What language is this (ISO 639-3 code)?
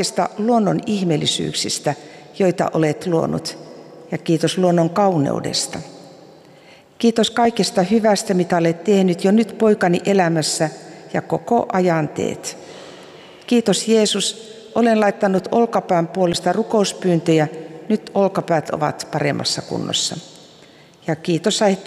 fin